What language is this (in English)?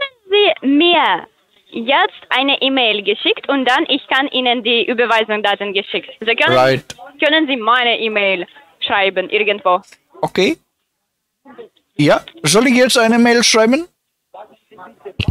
German